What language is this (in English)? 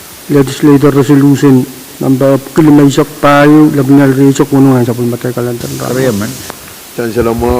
Pohnpeian